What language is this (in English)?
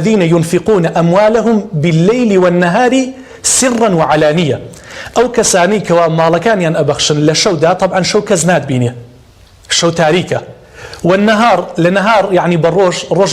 Central Kurdish